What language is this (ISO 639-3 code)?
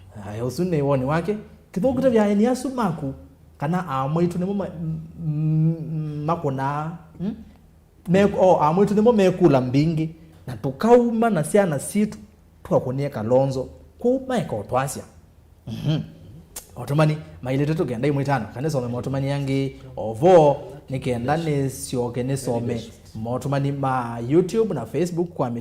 kam